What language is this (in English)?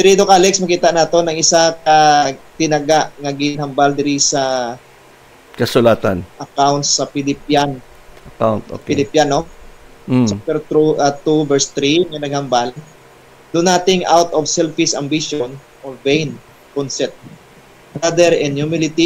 Hiligaynon